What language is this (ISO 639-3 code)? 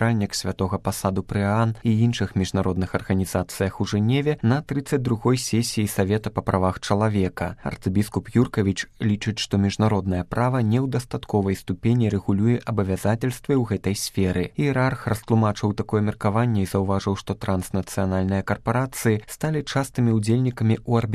bel